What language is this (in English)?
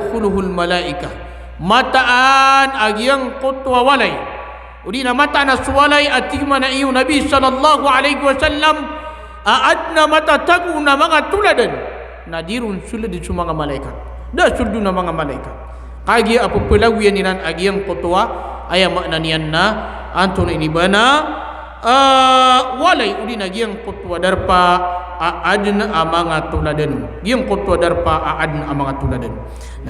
Maranao